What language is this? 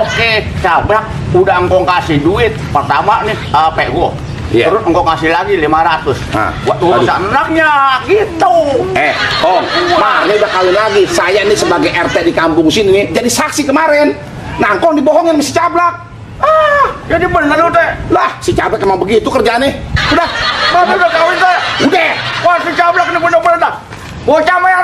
Betawi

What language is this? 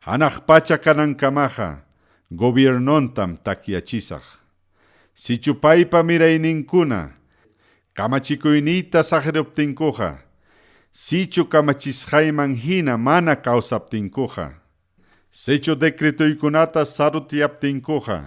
Ayacucho Quechua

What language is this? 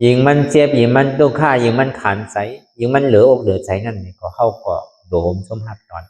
Shan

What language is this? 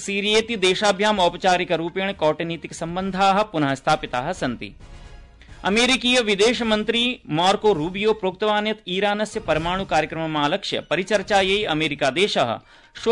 Sanskrit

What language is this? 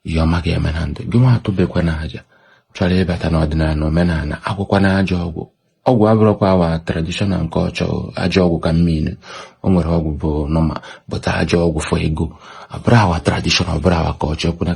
Igbo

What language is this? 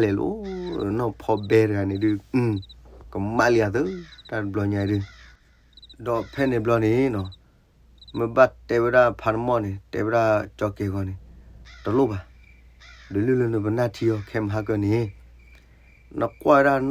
S'gaw Karen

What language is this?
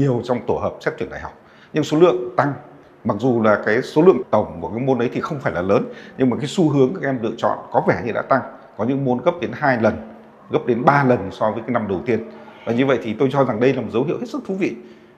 Vietnamese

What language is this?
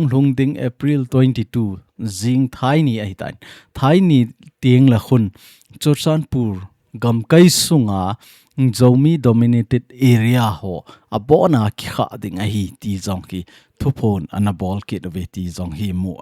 Thado Chin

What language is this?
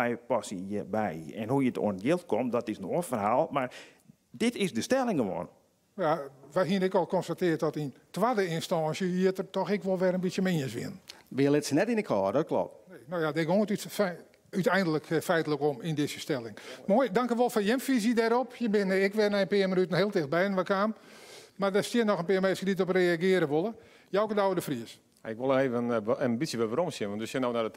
Western Frisian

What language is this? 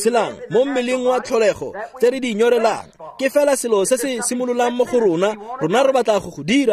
Tswana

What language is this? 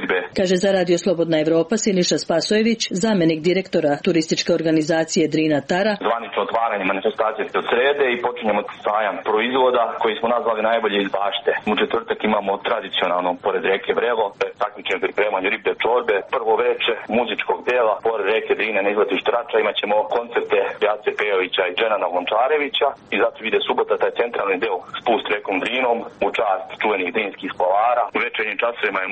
Serbian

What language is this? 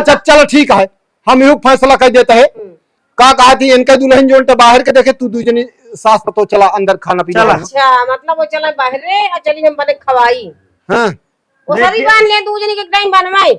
Awadhi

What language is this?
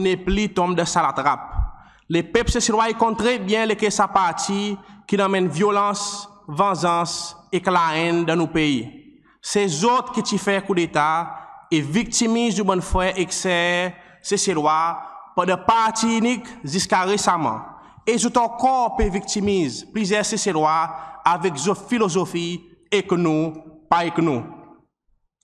Seselwa Creole French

